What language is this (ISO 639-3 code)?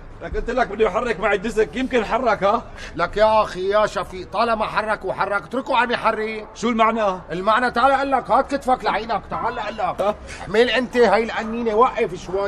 apc